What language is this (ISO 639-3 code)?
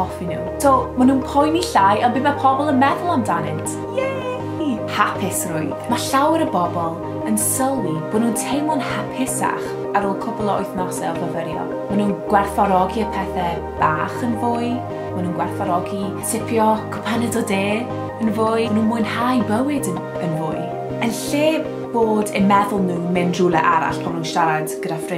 cym